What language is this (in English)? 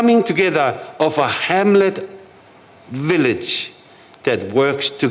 Tongan